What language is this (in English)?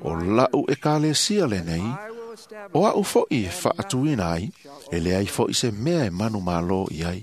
Samoan